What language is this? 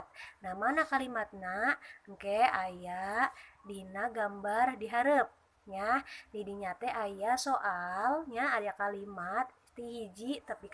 Sundanese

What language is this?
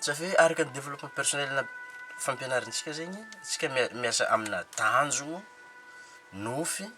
Malagasy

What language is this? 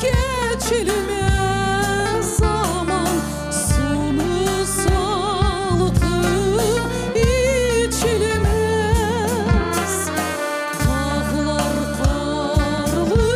Crimean Tatar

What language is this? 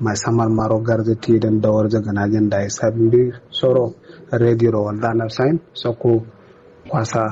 Kanuri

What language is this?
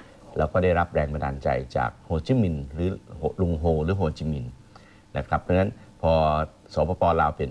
Thai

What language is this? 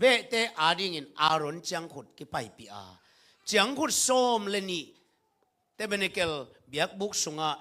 Tedim Chin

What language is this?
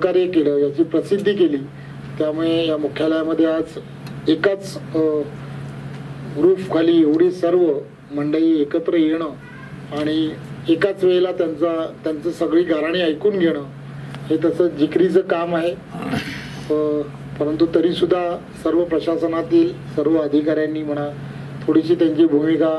Marathi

